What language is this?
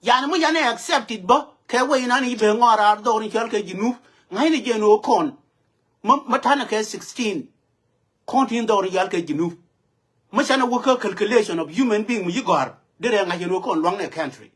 Nuer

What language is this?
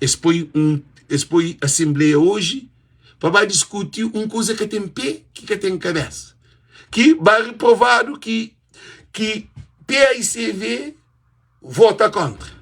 Kabuverdianu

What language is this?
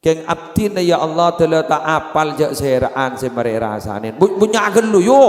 Madurese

